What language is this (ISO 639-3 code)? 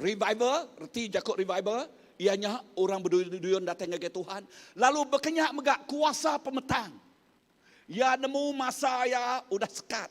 iba